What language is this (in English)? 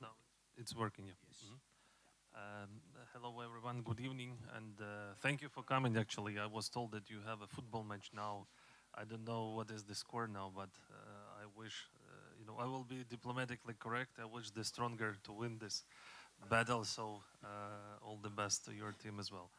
Faroese